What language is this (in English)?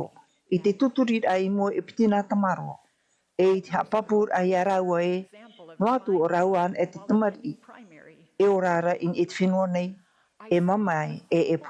Tahitian